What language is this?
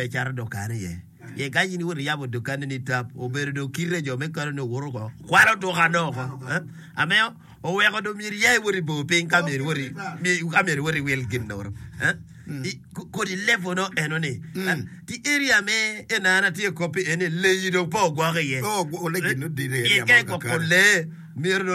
Acoli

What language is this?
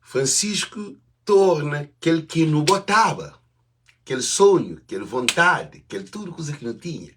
Kabuverdianu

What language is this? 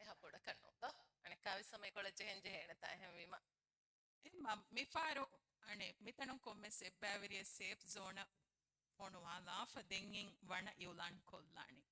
Divehi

